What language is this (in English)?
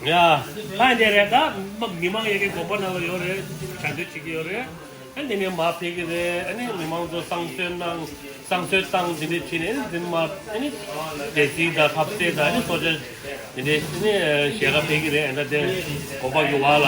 Tibetan